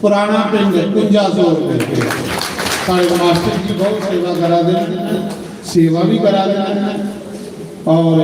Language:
Dogri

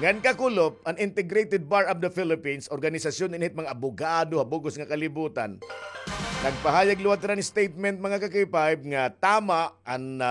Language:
Waray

